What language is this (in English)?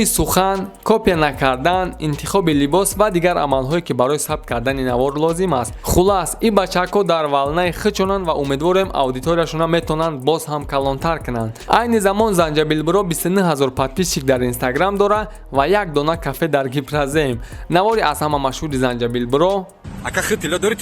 Tajik